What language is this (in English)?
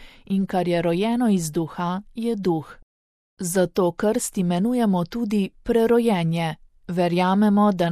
Slovenian